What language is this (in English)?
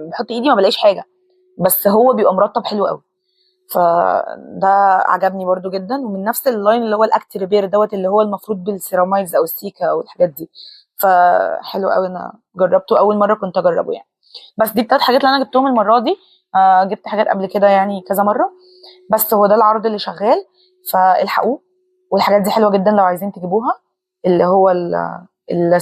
Egyptian Arabic